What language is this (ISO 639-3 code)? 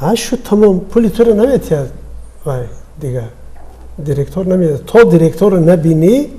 tgk